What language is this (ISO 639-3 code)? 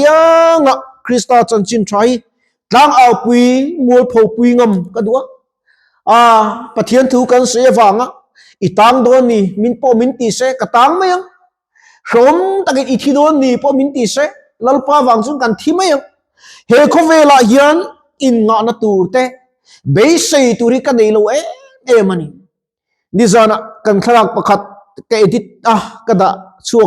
lus